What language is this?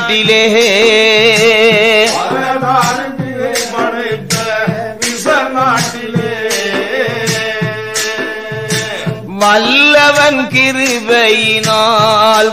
Tamil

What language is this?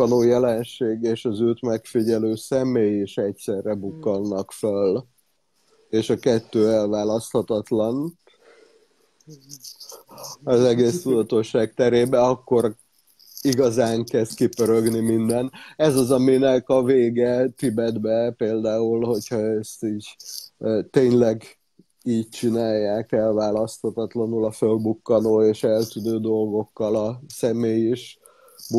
Hungarian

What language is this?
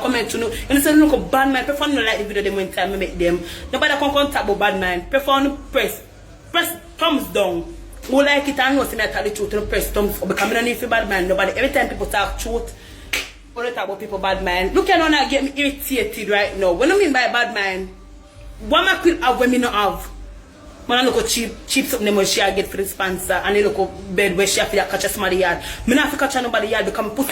Jamaican Creole English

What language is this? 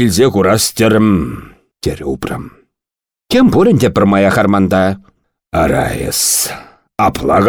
Chuvash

